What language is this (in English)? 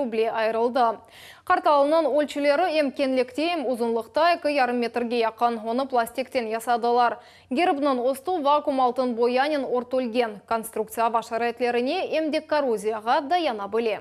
Crimean Tatar